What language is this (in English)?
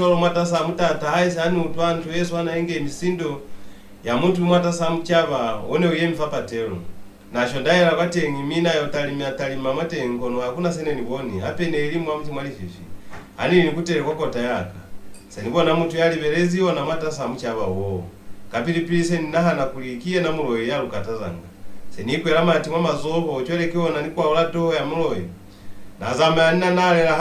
Lozi